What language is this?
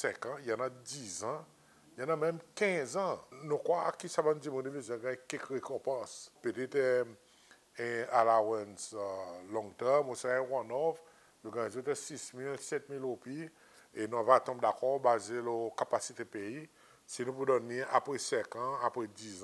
Seselwa Creole French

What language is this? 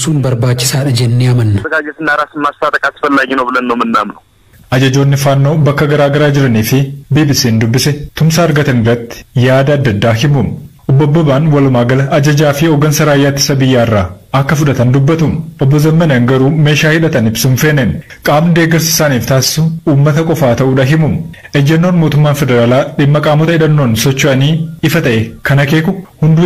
Oromo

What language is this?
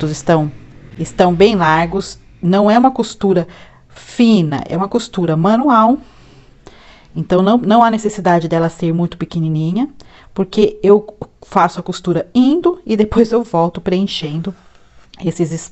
Portuguese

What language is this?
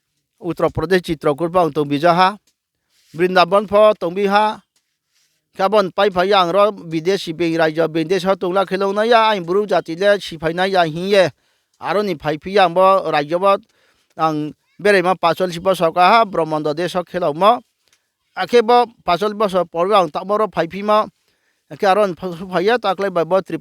Riang (India)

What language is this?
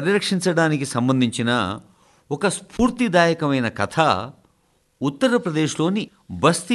Telugu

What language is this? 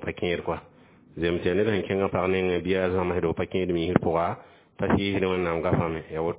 Mossi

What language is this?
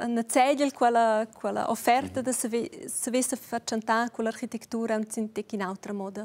Romansh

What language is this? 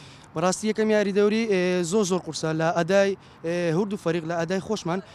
Central Kurdish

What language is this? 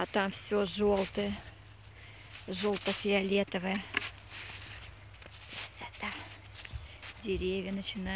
Russian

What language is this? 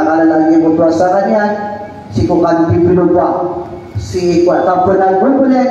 Maranao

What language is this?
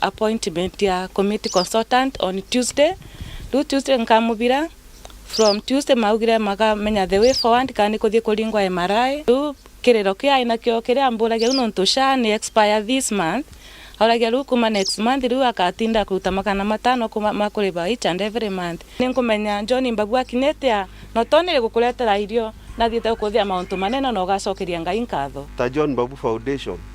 Meru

